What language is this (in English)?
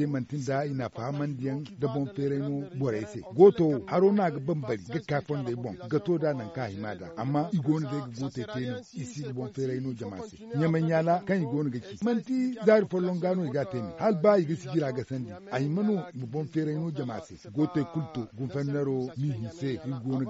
Zarma